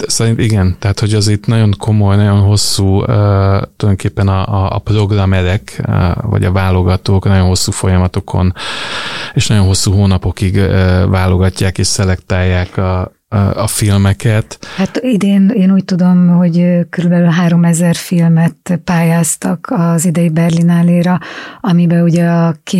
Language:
Hungarian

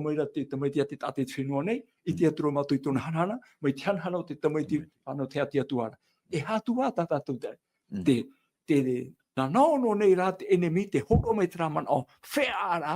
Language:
Tahitian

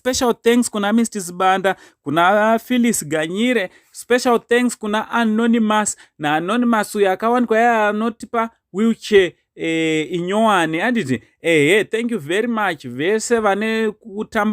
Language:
Shona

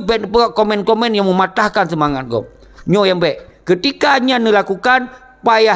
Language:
Achinese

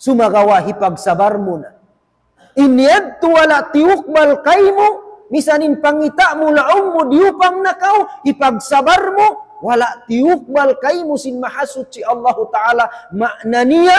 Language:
Tausug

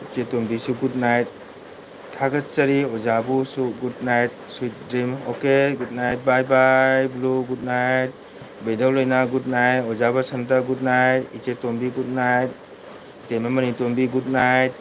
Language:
Manipuri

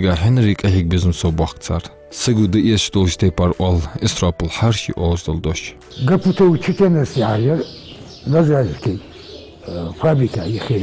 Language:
Ingush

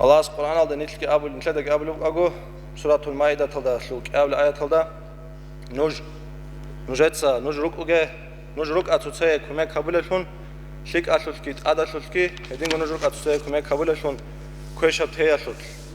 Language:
Avaric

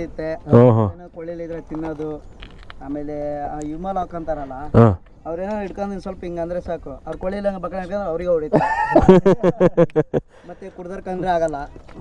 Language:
Kannada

